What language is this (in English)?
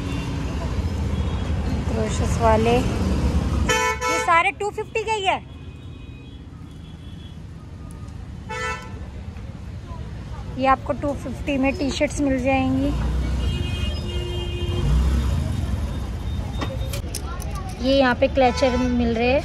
Hindi